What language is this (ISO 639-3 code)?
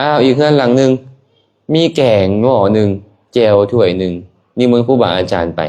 lao